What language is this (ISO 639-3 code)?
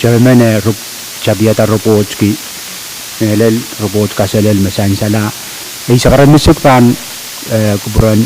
pon